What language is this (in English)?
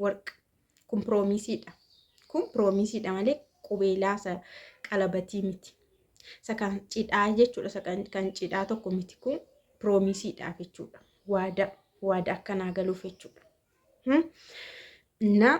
Oromo